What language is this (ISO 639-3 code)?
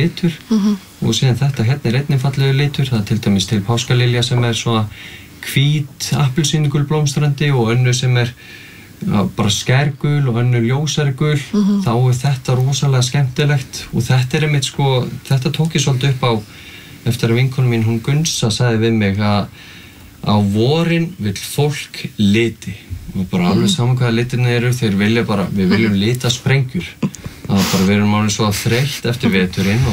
isl